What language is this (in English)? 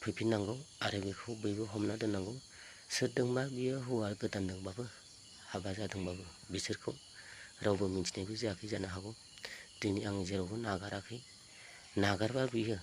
Bodo